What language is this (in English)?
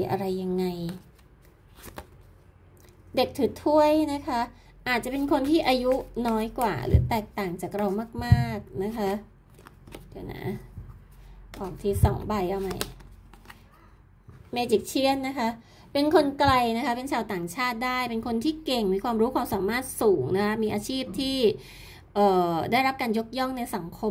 Thai